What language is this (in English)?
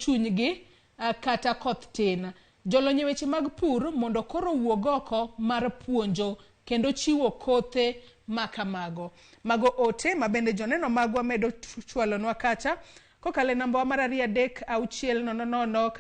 Luo (Kenya and Tanzania)